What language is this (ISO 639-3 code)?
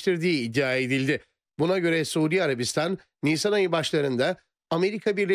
tur